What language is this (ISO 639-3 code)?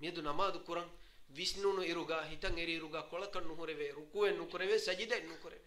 div